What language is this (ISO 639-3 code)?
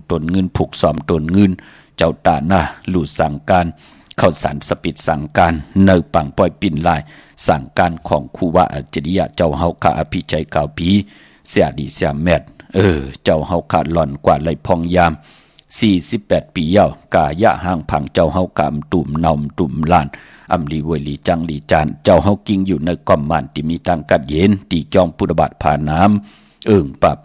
shn